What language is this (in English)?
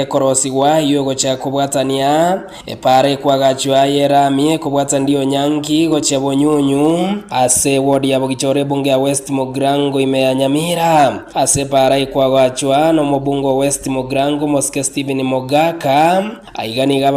Gusii